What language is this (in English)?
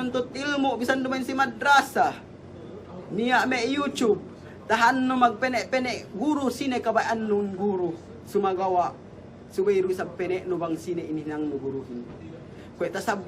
Yakan